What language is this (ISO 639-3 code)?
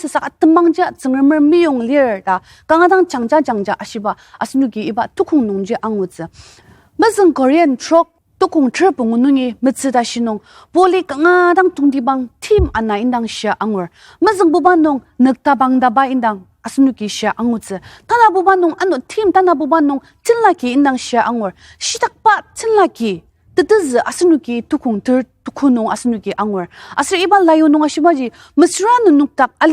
njo